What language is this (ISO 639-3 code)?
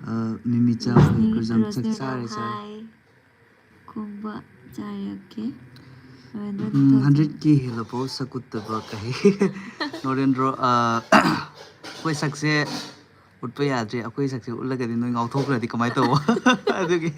mni